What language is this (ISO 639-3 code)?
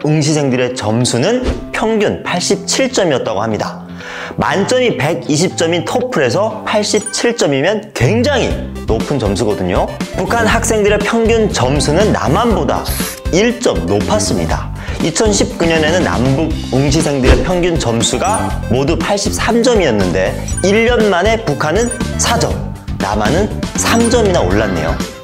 kor